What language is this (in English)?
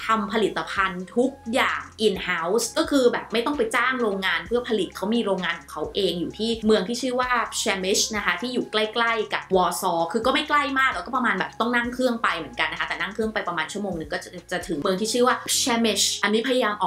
Thai